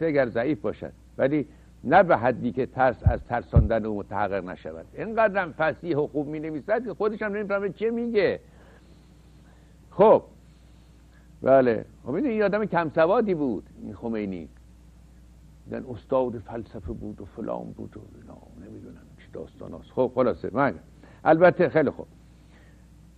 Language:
Persian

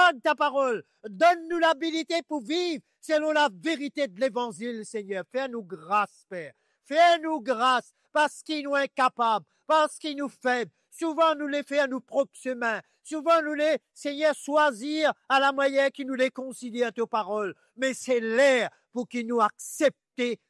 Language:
Morisyen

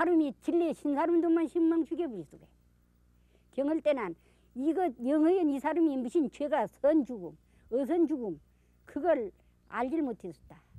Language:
Korean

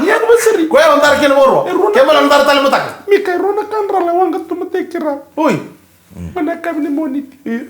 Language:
Fijian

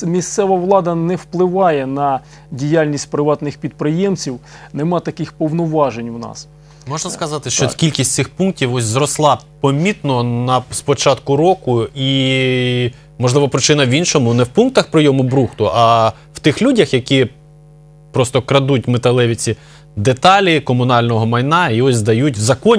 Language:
Ukrainian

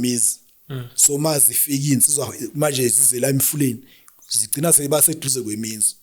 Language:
Zulu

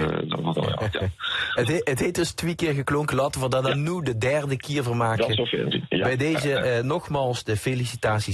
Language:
Limburgish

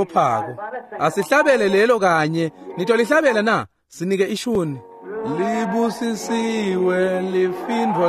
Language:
Swati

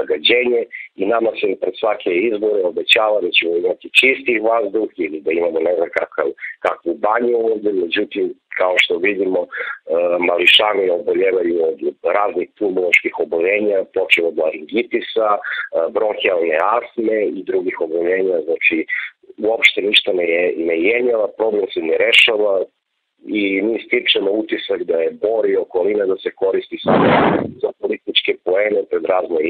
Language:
Serbian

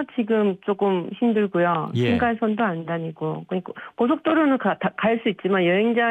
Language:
Korean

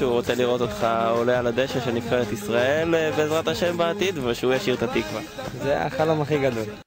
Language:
Hebrew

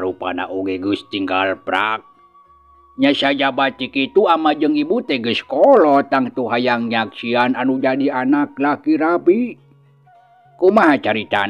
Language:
Sundanese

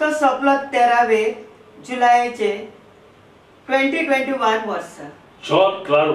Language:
Konkani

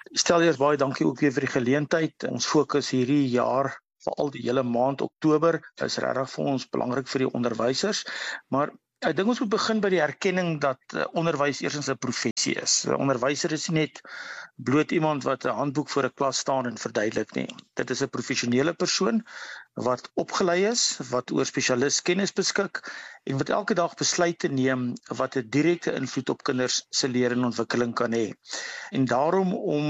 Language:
Afrikaans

